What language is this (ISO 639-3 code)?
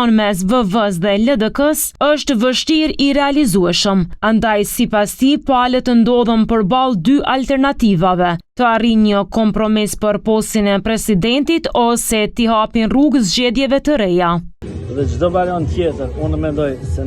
sqi